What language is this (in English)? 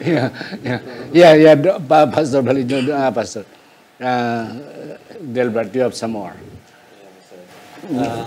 Hiligaynon